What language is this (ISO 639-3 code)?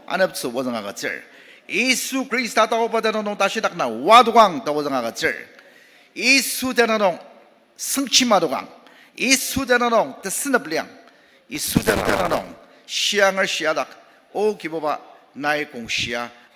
njo